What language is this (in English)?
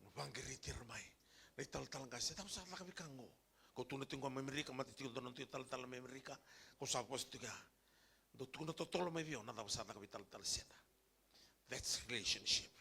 Fijian